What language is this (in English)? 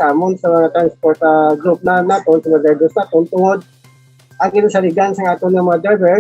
Hiligaynon